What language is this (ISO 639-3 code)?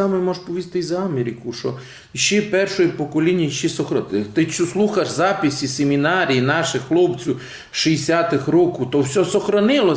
rue